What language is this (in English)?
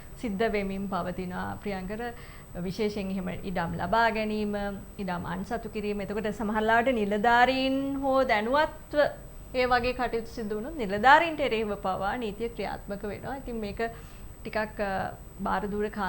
Sinhala